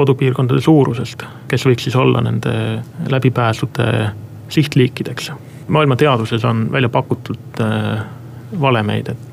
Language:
Estonian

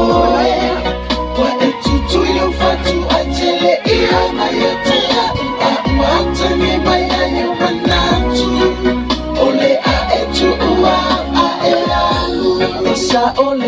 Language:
Samoan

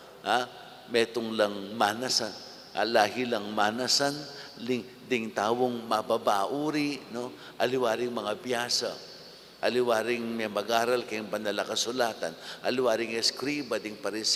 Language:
Pampanga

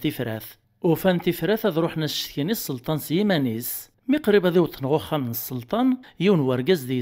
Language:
Kabyle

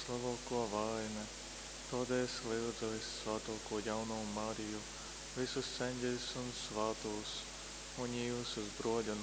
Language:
Latgalian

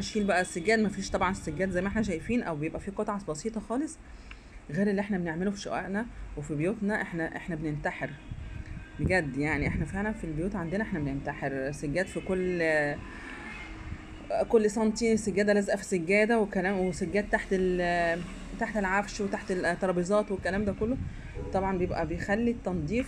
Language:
Egyptian Arabic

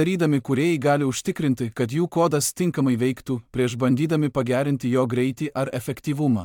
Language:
Lithuanian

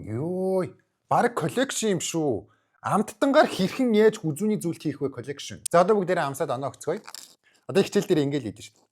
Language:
Mongolian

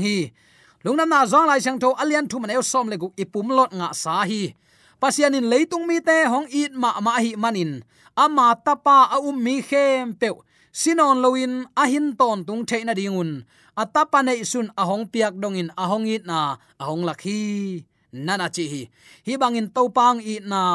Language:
Tedim Chin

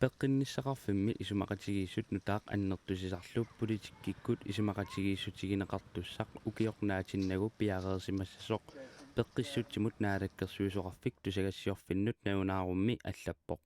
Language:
Kalaallisut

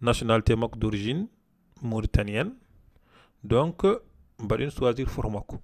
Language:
Fula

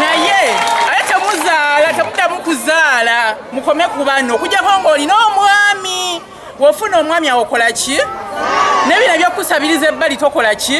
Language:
Ganda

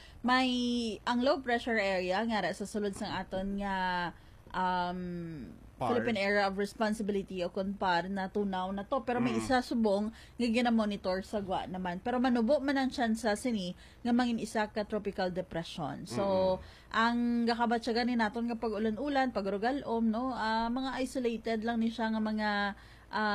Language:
Hiligaynon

